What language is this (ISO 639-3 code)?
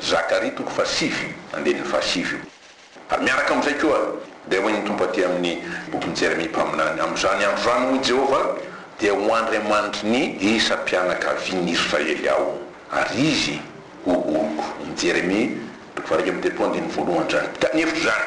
mlg